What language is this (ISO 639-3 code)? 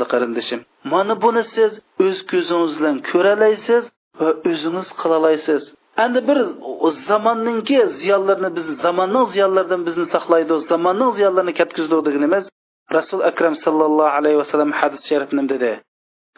uig